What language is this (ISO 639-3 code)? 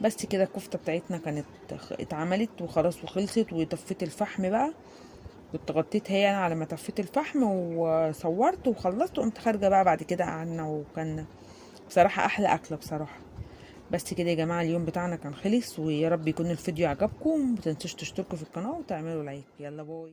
arz